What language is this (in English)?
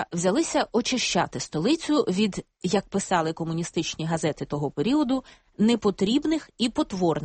Ukrainian